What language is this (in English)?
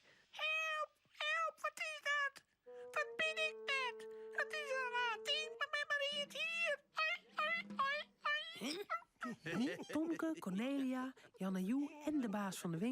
Western Frisian